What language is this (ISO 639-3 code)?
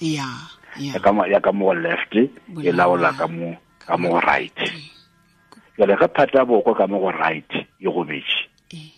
tsn